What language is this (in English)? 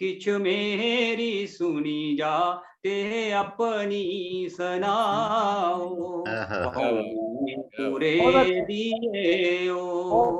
Dogri